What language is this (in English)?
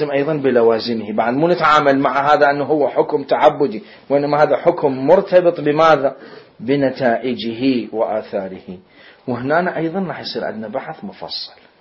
Mesopotamian Arabic